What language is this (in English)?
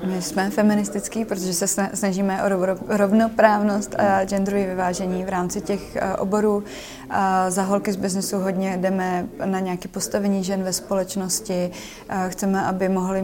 Czech